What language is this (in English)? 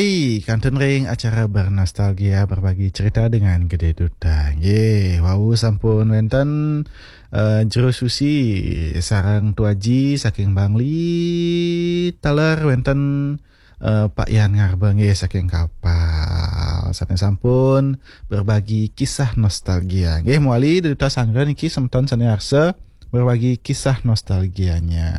Balinese